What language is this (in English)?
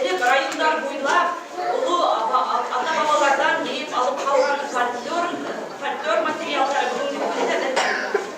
Bashkir